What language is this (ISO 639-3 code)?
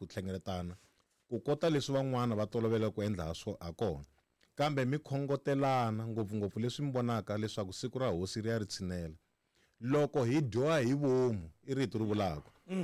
tso